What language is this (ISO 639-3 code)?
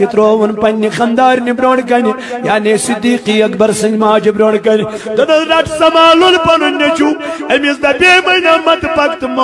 kas